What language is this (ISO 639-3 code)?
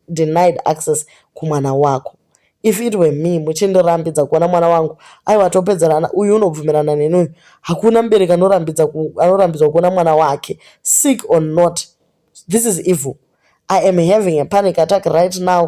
sna